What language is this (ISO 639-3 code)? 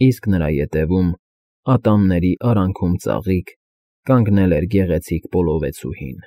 hye